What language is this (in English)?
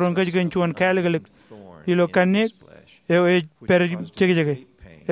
Marshallese